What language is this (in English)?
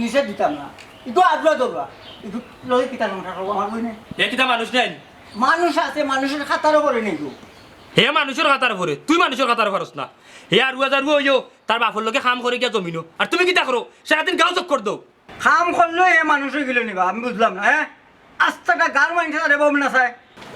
Sylheti